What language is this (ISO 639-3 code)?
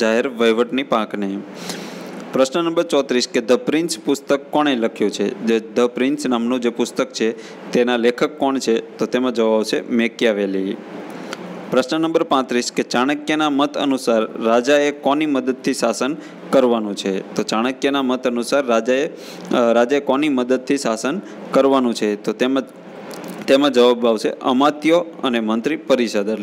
guj